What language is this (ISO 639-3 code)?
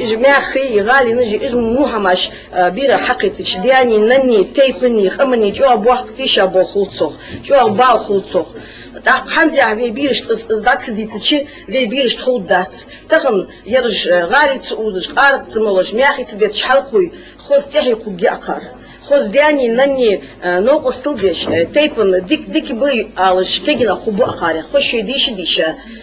inh